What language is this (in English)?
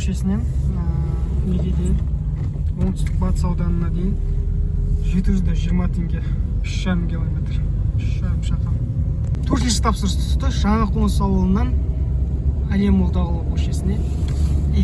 Kazakh